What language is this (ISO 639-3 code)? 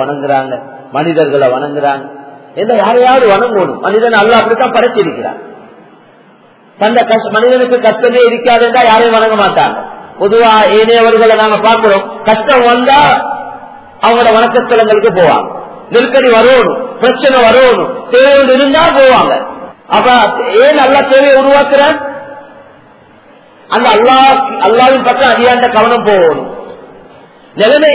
tam